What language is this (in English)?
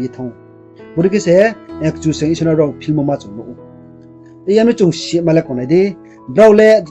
Riang (India)